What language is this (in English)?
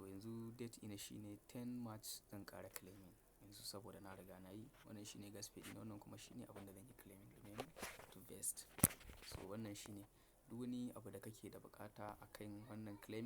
Hausa